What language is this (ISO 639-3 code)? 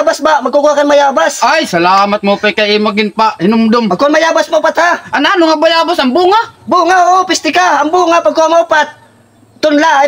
war